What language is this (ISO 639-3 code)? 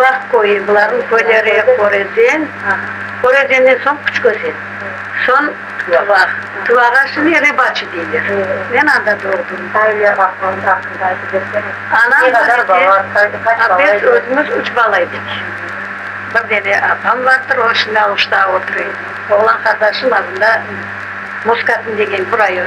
crh